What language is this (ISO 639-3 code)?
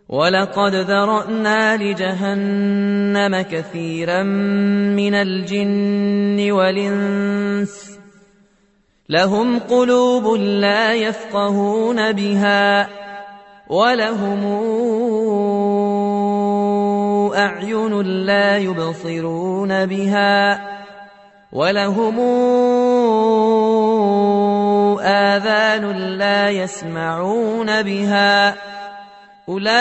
ara